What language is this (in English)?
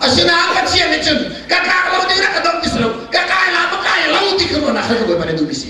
Hakha Chin